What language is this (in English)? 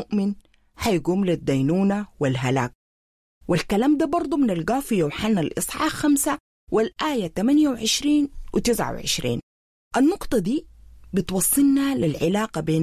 Sudanese Arabic